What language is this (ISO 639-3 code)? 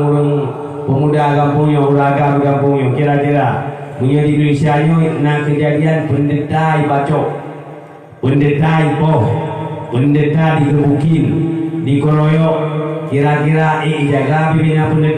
ace